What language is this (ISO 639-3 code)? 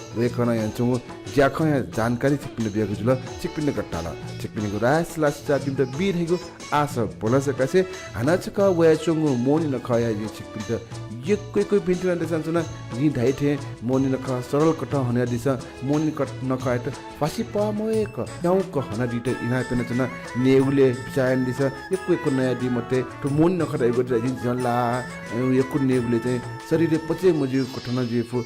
new